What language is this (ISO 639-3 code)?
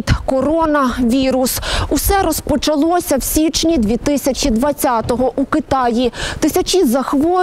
ukr